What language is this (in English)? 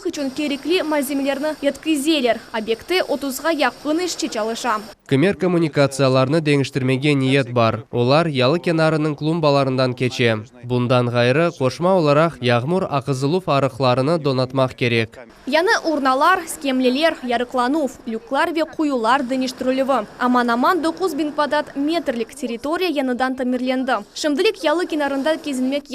Crimean Tatar